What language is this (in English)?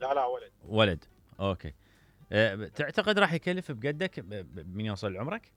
Mesopotamian Arabic